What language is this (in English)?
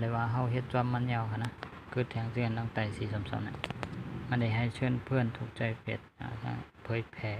Shan